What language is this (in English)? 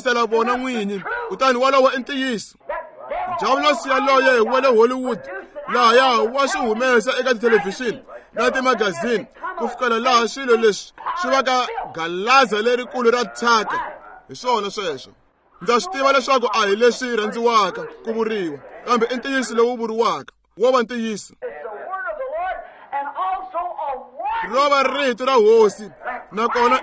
Tsonga